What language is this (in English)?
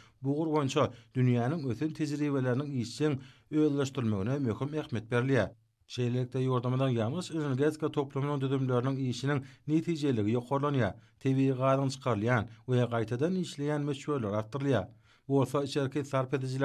Turkmen